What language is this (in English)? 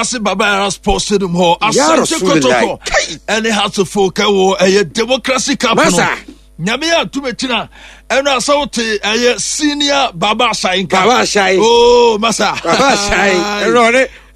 Akan